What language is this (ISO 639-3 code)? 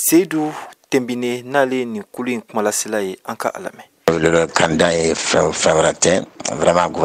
bam